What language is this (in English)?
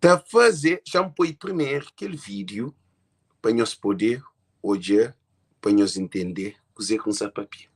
Kabuverdianu